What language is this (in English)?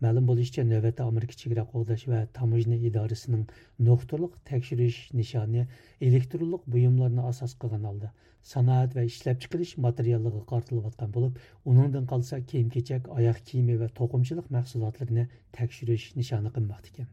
Uyghur